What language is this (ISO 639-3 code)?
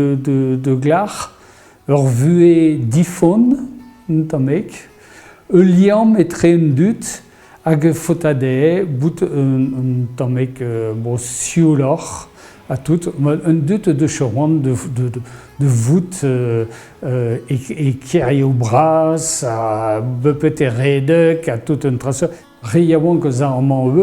bre